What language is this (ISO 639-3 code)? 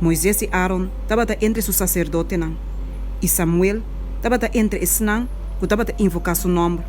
pap